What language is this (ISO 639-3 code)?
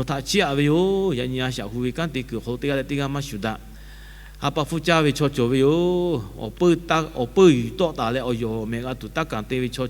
lhu